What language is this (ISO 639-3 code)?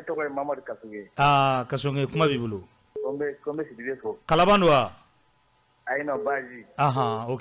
bam